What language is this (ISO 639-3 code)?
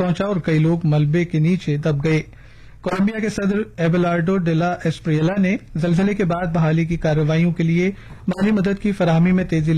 urd